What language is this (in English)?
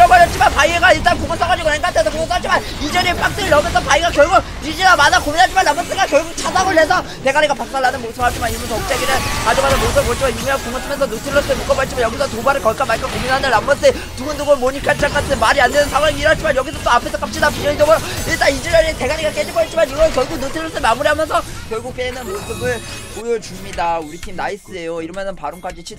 Korean